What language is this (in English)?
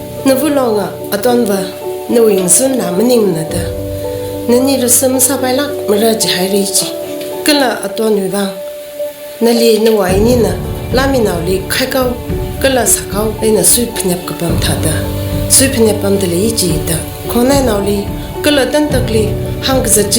Tangkhul Naga (India)